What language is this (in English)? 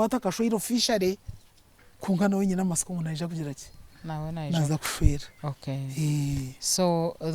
Nyankole